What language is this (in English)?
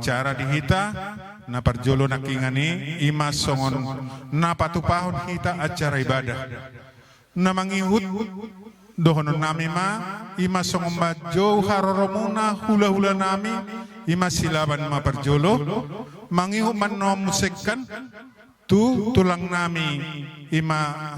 Batak Toba